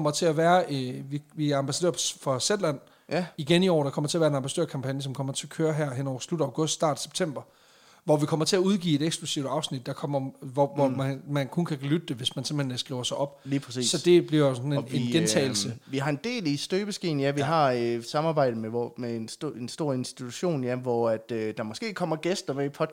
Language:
Danish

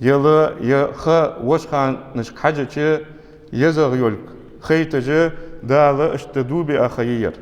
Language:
Ingush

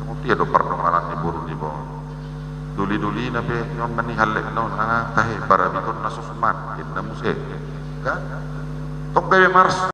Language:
Batak Toba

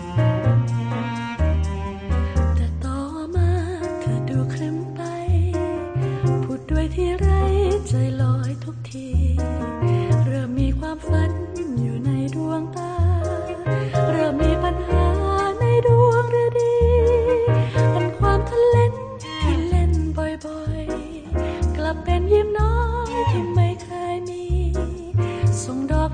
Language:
Thai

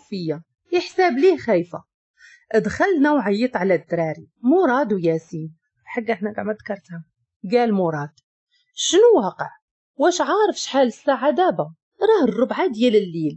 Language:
Moroccan Arabic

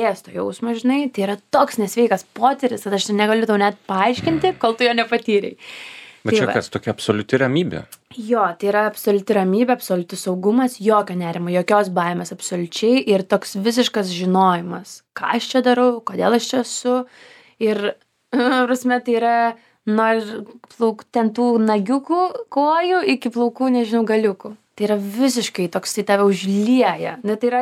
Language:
Lithuanian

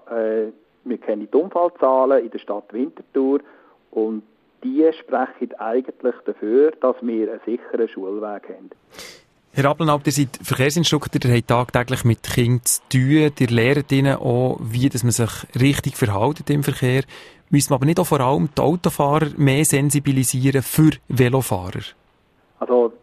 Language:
German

